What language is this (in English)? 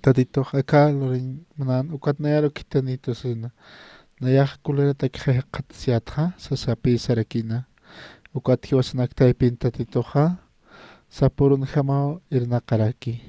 Aymara